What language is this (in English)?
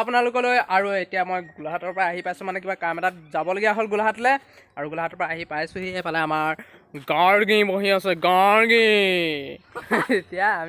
Assamese